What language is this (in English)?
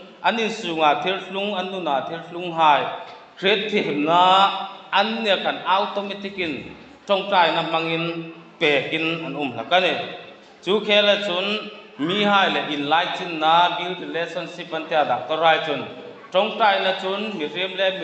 Hmar